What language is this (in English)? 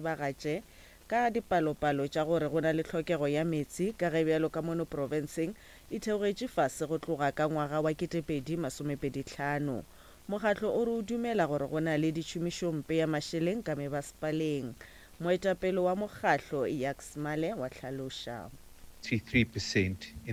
Northern Sotho